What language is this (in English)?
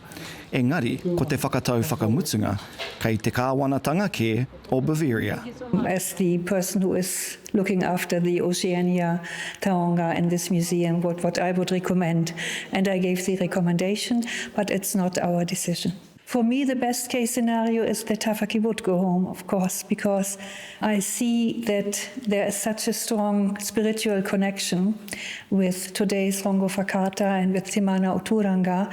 Māori